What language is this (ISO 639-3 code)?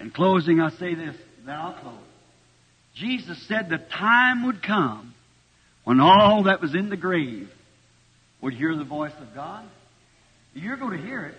lua